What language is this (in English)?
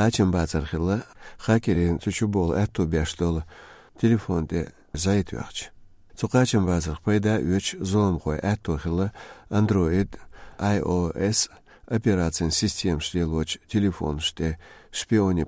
Chechen